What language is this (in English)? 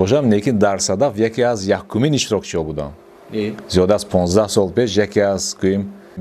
Tajik